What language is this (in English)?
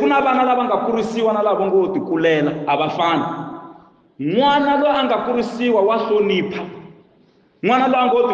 Tsonga